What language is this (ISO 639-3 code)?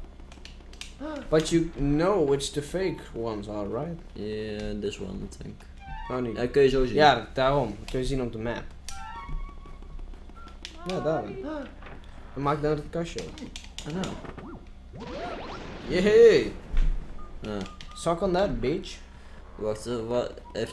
nld